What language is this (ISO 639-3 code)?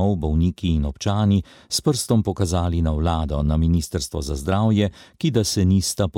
slv